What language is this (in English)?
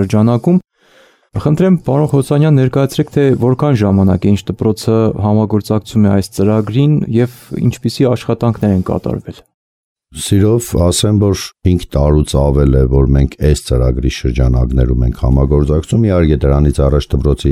Armenian